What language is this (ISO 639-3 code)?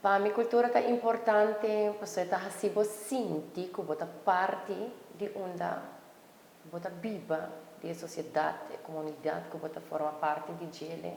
pap